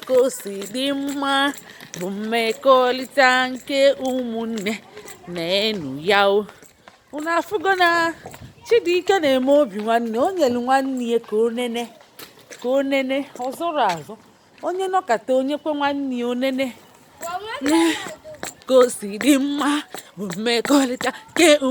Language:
Igbo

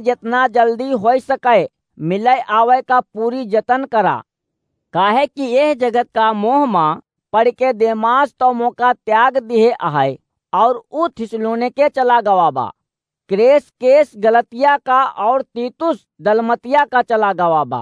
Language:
Awadhi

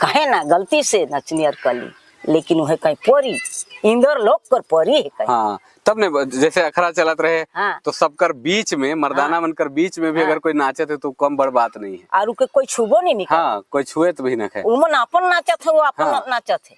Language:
Sadri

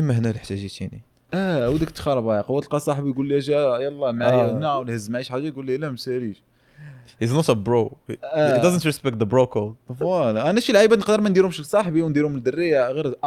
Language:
Moroccan Arabic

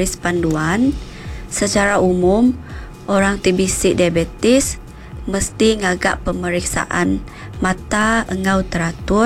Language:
Iban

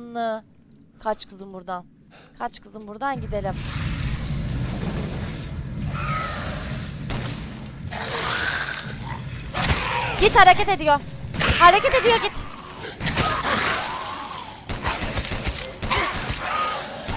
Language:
Turkish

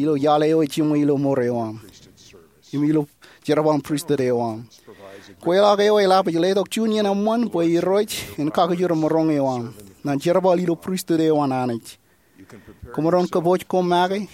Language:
Marshallese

